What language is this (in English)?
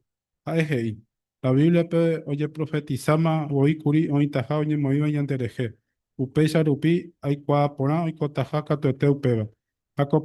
Guarani